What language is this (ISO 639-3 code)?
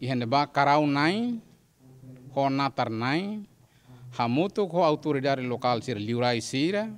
tet